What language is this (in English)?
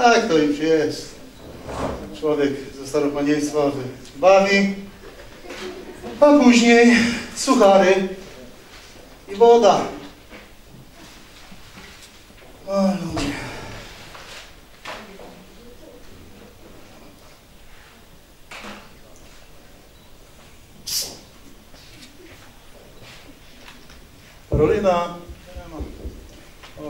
Polish